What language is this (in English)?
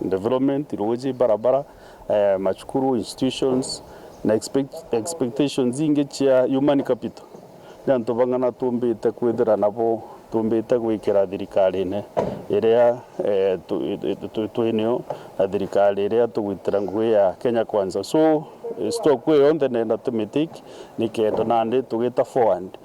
Meru